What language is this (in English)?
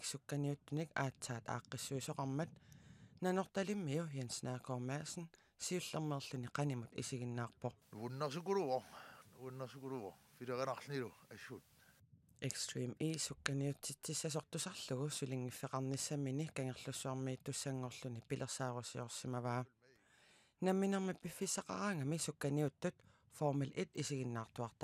Kalaallisut